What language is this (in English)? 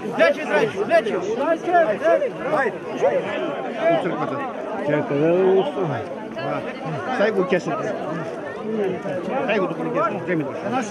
Macedonian